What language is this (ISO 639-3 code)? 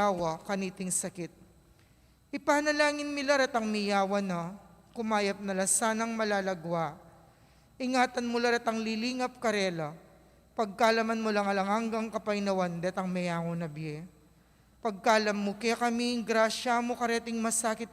pam